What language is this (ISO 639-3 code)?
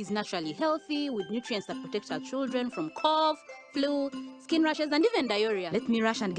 nyn